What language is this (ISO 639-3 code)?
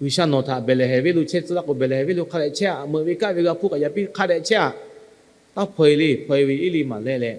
lhu